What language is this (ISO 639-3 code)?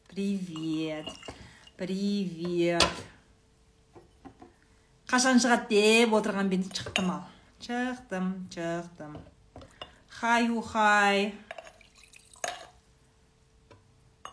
kaz